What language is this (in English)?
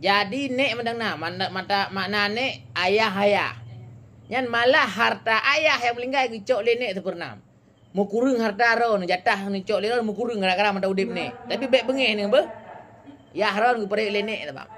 Achinese